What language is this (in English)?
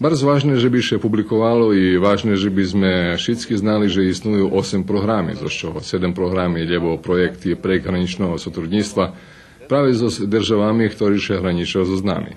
Rusyn